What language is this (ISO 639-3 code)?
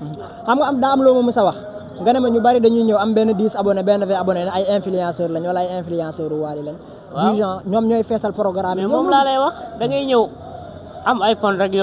wol